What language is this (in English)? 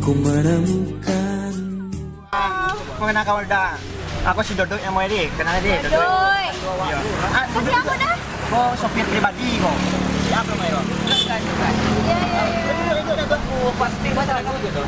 Minangkabau